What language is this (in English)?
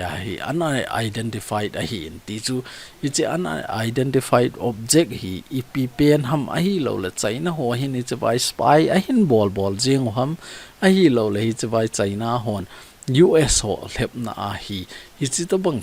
Thado Chin